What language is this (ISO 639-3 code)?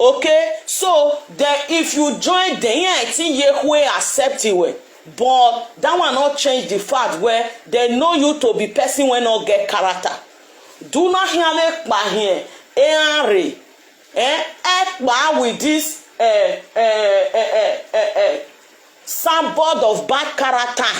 pcm